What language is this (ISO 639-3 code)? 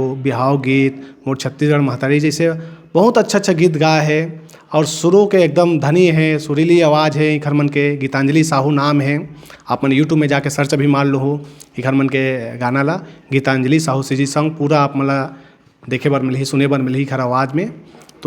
hne